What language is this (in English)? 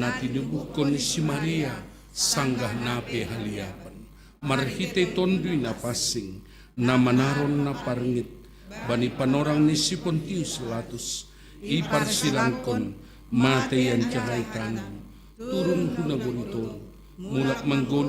Batak Simalungun